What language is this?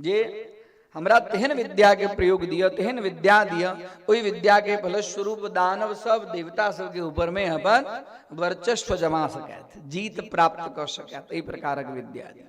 Maithili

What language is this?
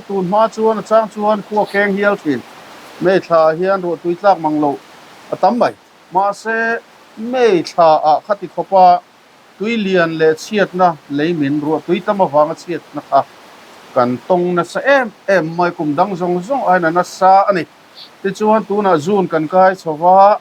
Mizo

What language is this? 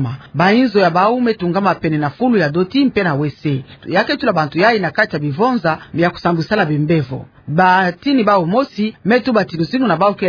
Kituba (Democratic Republic of Congo)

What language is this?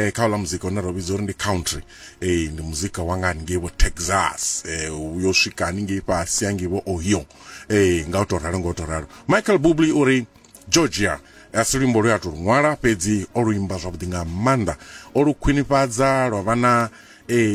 Venda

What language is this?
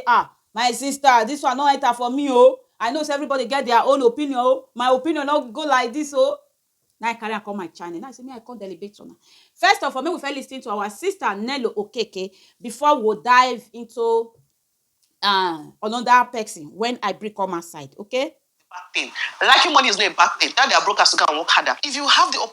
Nigerian Pidgin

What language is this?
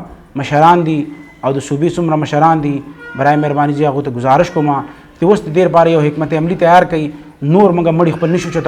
Pashto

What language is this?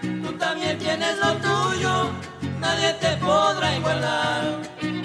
Spanish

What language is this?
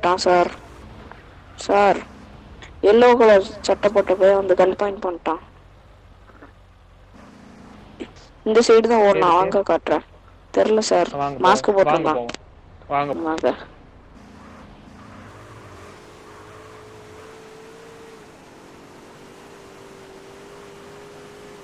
Tamil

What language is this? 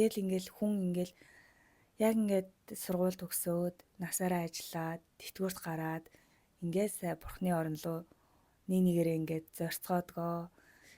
Mongolian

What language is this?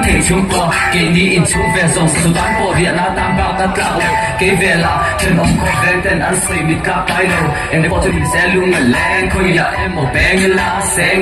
Mizo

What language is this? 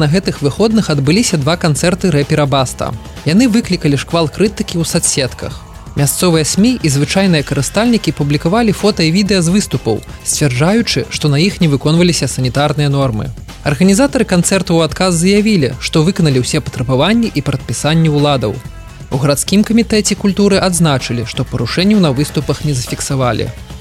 Belarusian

